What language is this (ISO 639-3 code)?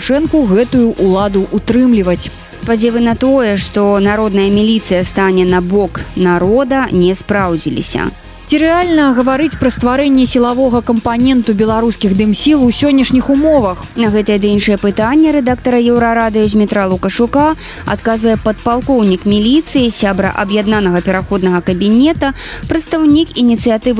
bel